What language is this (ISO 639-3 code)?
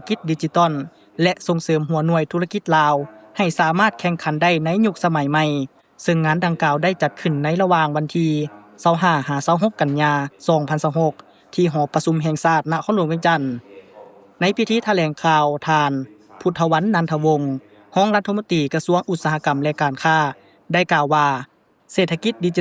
lao